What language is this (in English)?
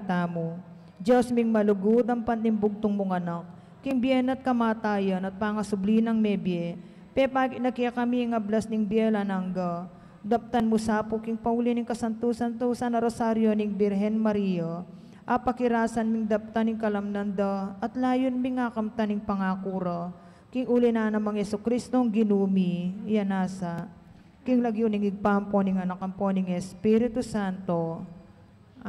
Pampanga